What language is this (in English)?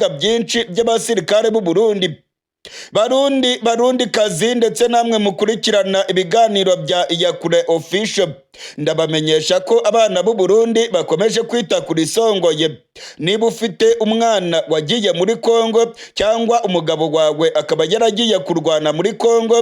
Rundi